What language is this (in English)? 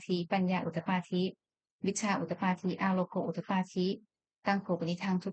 Pali